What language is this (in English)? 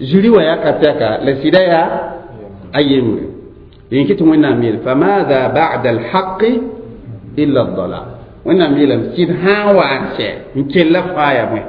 Mossi